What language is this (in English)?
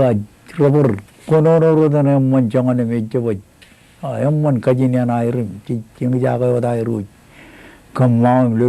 Marshallese